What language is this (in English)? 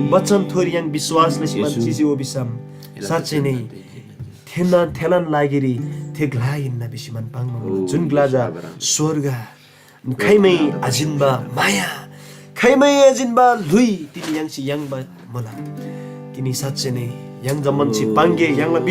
Eastern Tamang